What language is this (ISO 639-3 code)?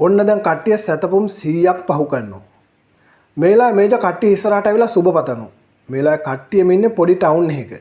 sin